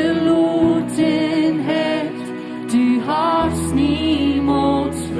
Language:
Plautdietsch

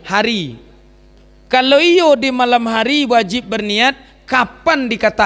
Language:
Minangkabau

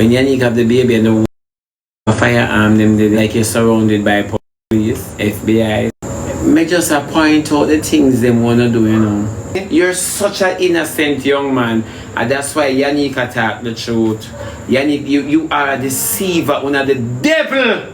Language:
Jamaican Creole English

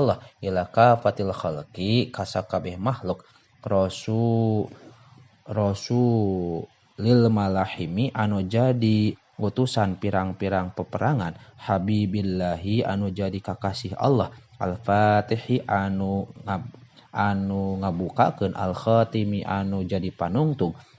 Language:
Sundanese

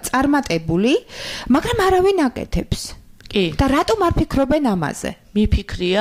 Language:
Georgian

